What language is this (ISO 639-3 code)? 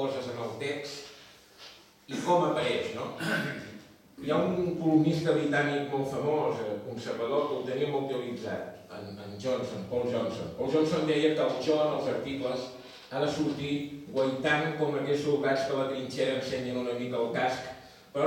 cat